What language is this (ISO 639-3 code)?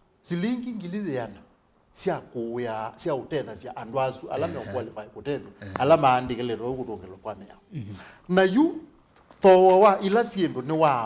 kam